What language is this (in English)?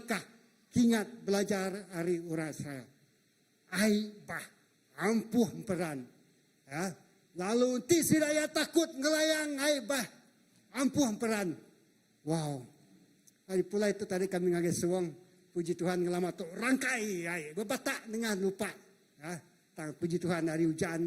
Iban